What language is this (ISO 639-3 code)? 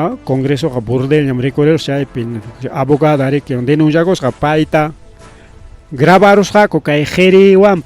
quy